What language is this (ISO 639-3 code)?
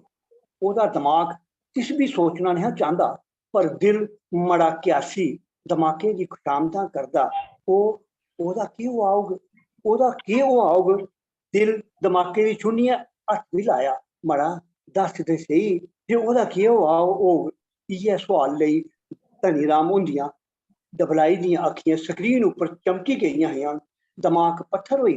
doi